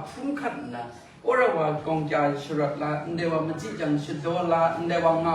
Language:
Kachin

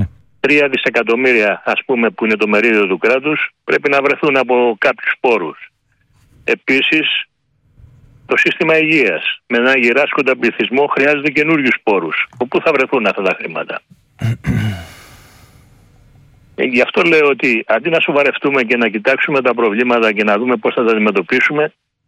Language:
Greek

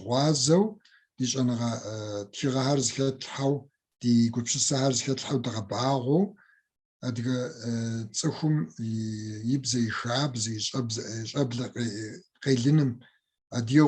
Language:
Kabardian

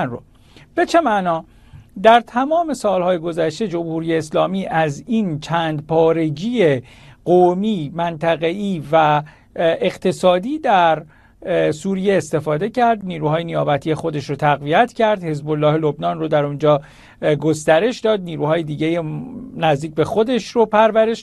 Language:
Persian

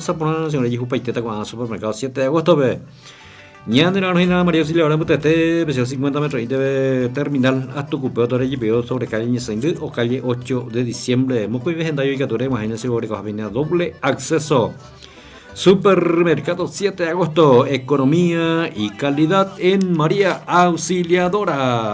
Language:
Guarani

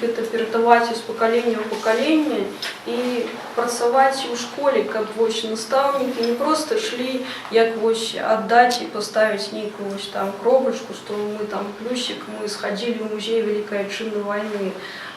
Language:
Belarusian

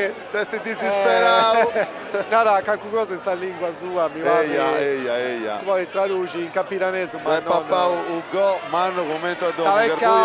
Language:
Sardinian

